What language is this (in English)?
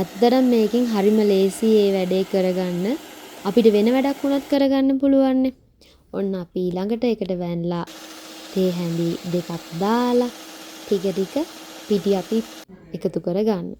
Sinhala